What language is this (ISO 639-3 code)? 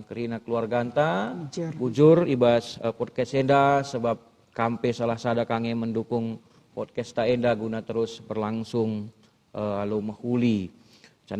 btx